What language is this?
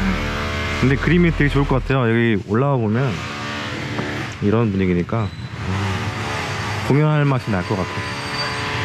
Korean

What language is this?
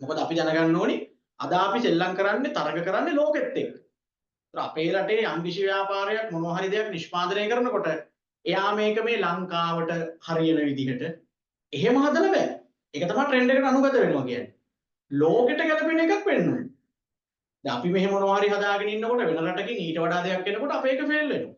Sinhala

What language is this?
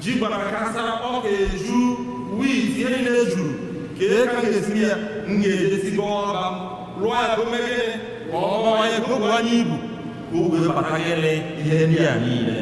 Igbo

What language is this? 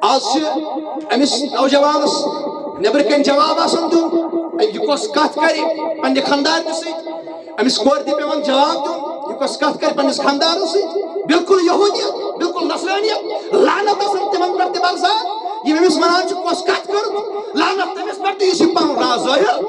Kashmiri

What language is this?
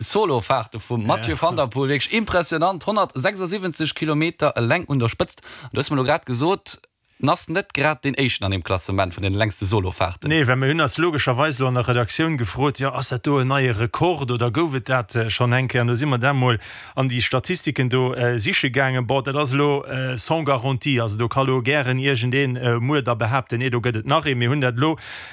Luxembourgish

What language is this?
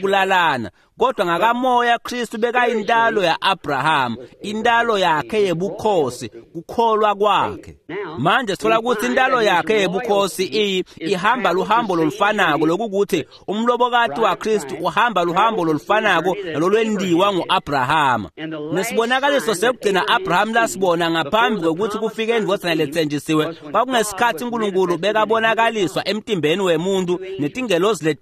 Swati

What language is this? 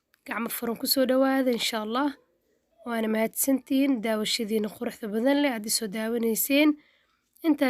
Somali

